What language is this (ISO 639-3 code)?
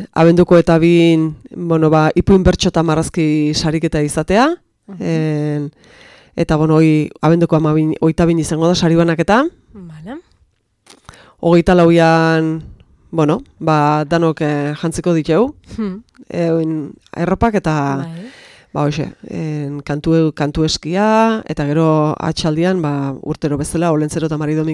eus